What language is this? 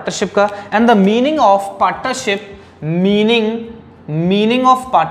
Hindi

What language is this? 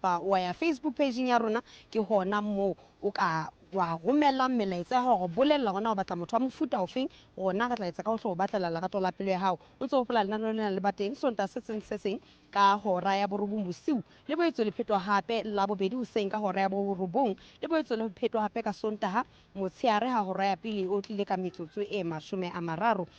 Southern Sotho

